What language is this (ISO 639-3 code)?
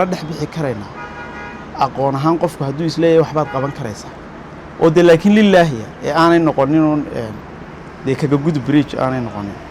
som